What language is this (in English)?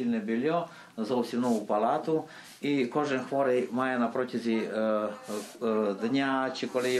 Ukrainian